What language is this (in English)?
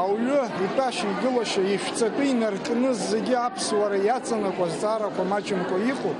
Abkhazian